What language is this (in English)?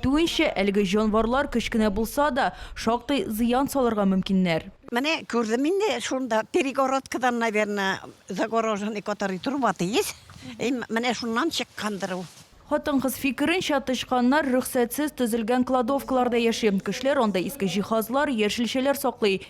Tatar